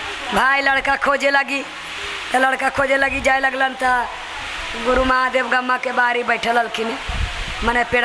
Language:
Magahi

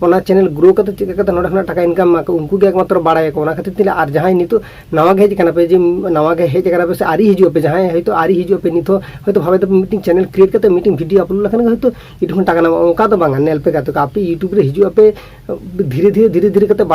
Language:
Santali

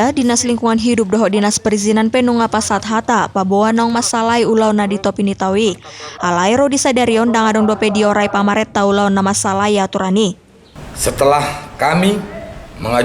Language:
Batak Toba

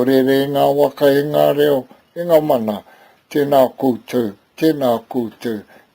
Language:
Māori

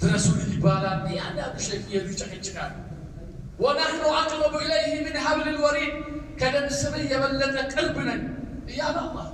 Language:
Amharic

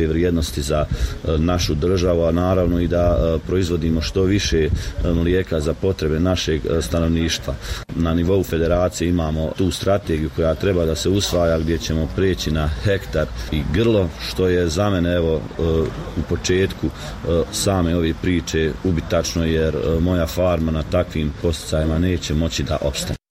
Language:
Bosnian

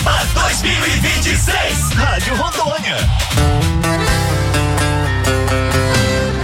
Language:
Portuguese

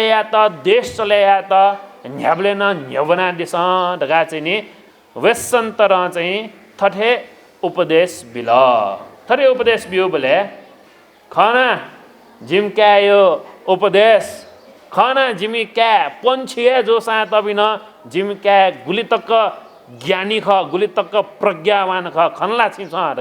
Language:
Newari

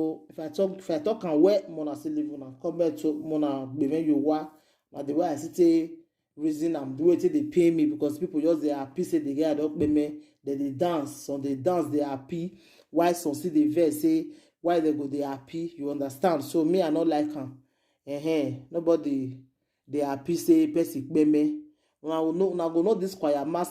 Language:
Nigerian Pidgin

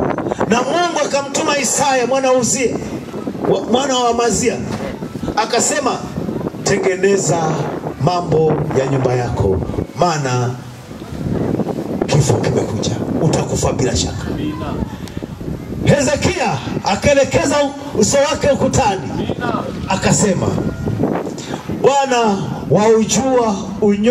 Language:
Swahili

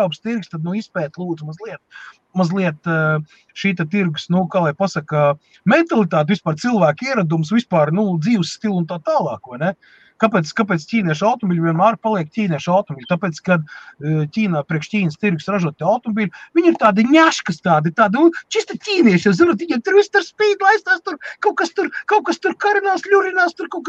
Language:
Latvian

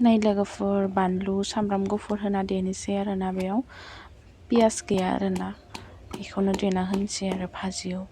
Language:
Bodo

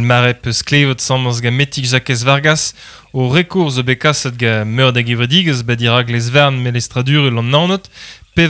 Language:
Breton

